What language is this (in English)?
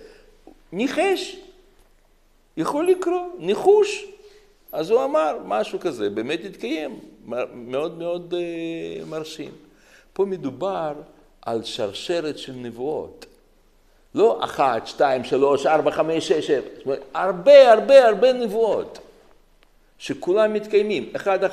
Hebrew